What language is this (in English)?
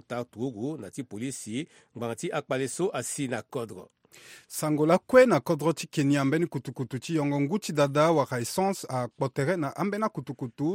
Sango